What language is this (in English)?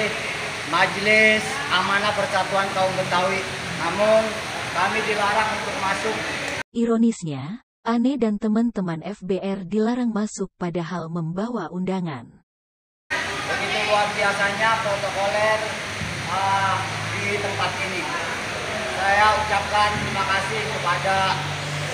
Betawi